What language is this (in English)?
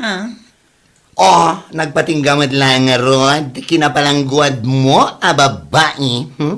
Iloko